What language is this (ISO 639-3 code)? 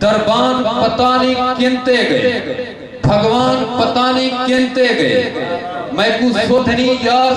skr